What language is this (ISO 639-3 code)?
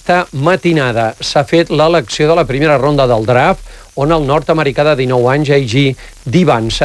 cat